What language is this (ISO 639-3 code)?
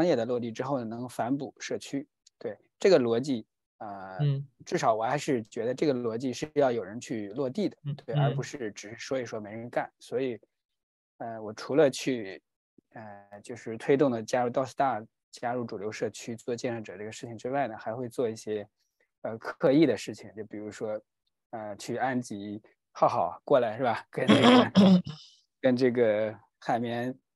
zho